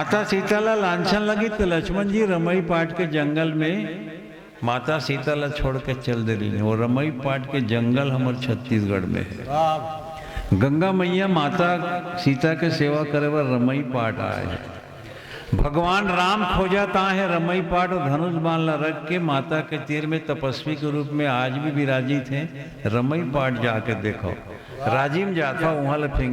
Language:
Chhattisgarhi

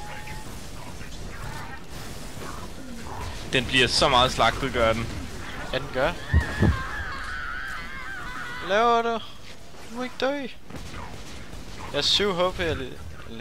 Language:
Danish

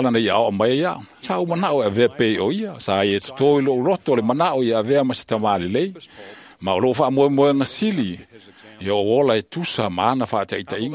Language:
Samoan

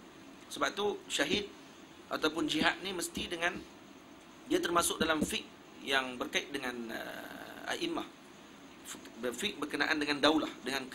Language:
Malay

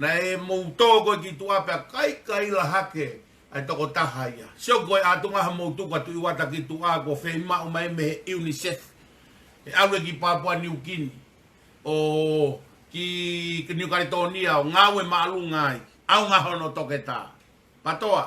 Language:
Tongan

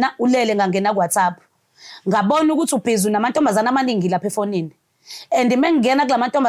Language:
Zulu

